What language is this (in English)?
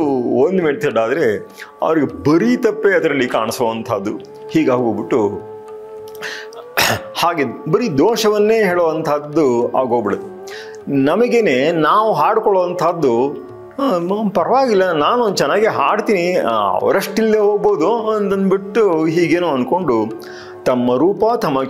Kannada